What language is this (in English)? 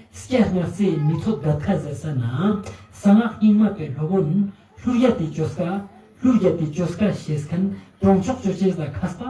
Ladakhi